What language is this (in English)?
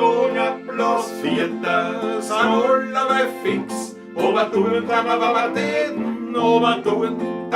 Bavarian